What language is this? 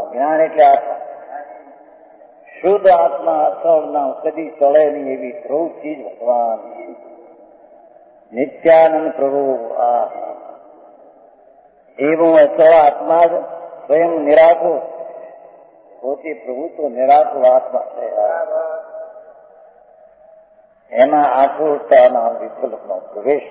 Gujarati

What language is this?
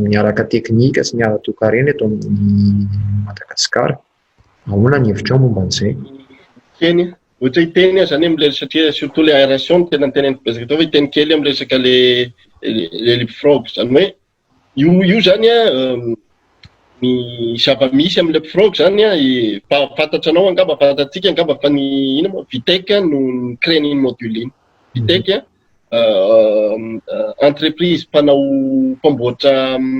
Malagasy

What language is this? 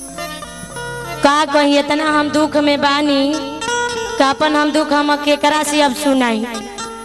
Bhojpuri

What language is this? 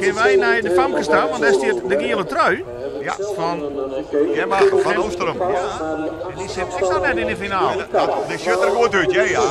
Western Frisian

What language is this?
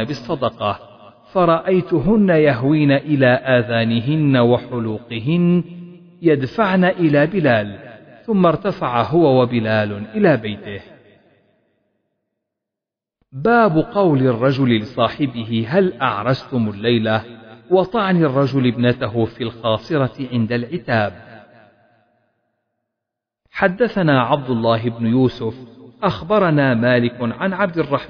Arabic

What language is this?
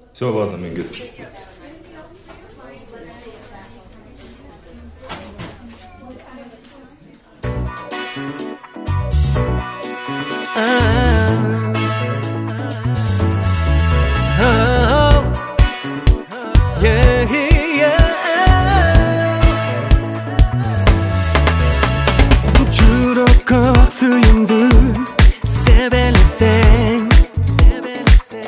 Kazakh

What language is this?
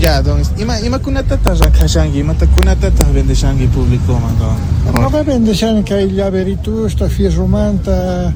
Quechua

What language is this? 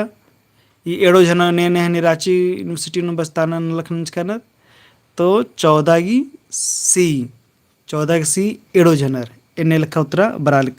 Kurukh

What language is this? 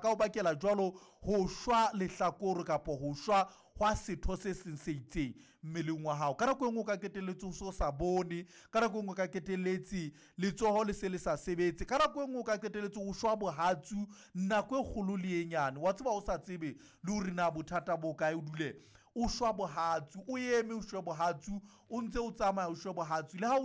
Southern Sotho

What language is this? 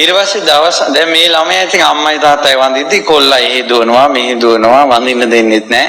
Sinhala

